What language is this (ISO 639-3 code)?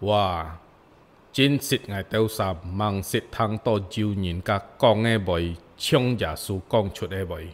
hak